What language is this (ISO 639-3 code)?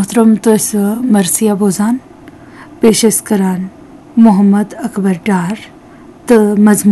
kas